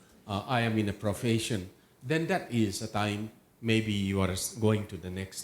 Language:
Tedim Chin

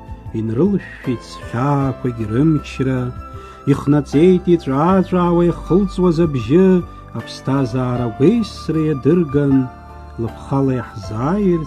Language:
Abkhazian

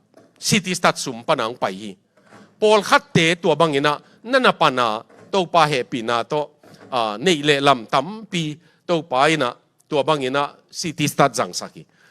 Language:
Tedim Chin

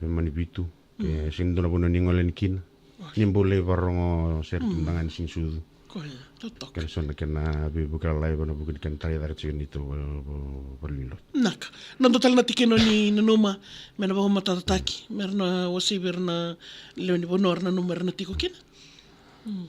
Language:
Fijian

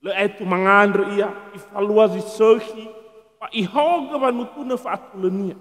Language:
Nias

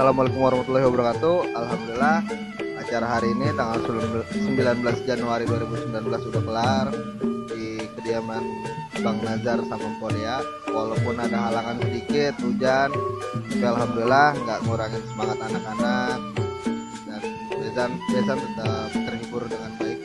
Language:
Betawi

